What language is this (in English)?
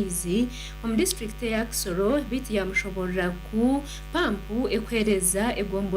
Nyankole